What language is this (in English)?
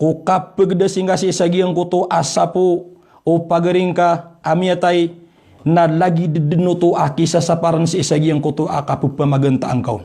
Maranao